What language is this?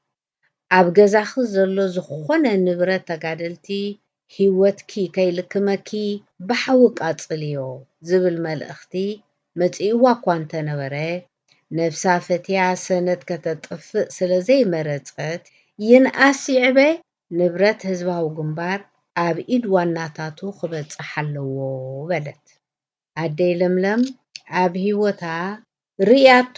Tigrinya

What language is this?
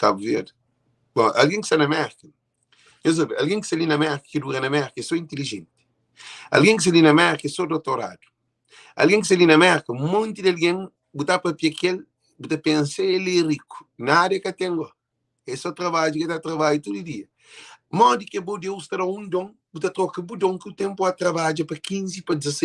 Kabuverdianu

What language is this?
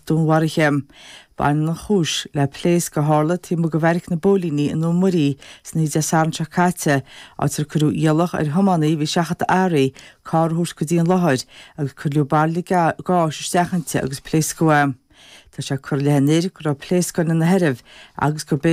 Irish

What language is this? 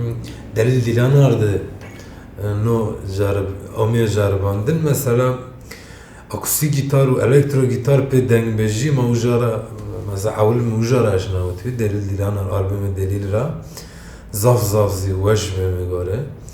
Zaza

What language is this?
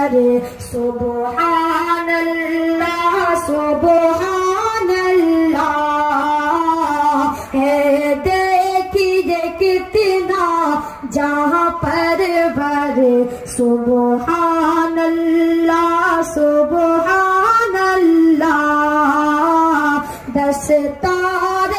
Urdu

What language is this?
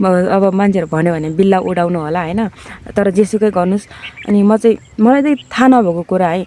Nepali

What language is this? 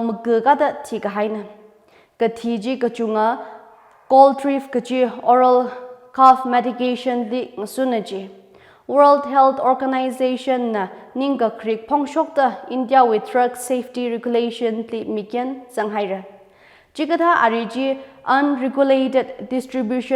Tangkhul Naga (India)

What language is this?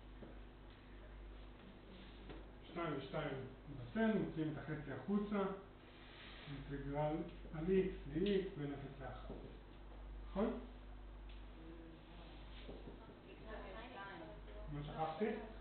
Hebrew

